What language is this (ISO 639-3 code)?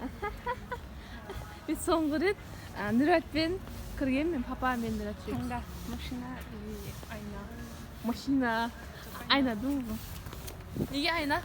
kaz